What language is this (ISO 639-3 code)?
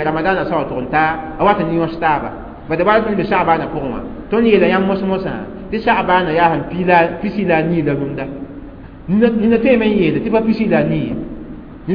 mos